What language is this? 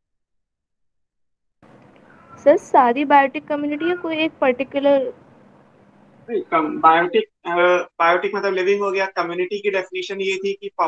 Hindi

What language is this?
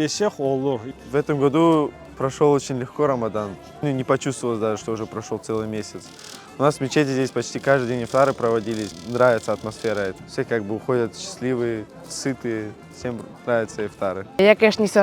Crimean Tatar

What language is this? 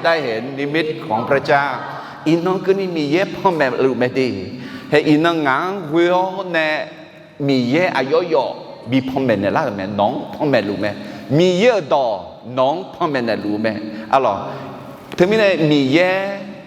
Akha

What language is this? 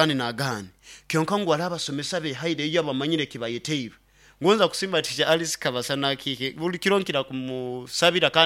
Nyoro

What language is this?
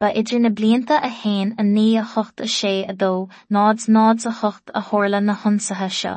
Irish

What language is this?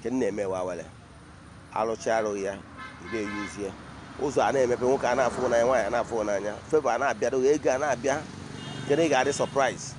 Igbo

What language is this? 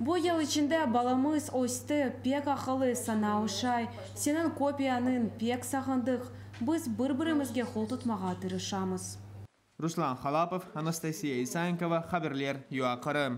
Crimean Tatar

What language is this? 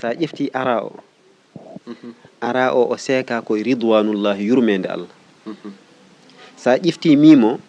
Fula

